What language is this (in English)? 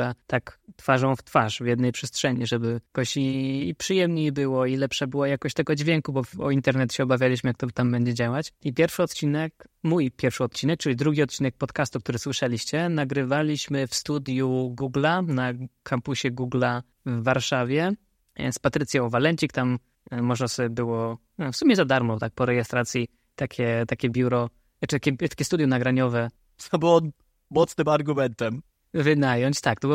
Polish